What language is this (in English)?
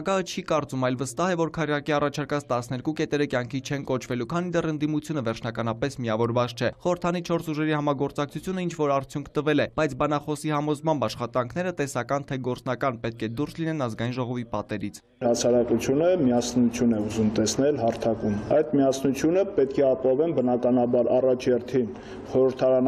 Armenian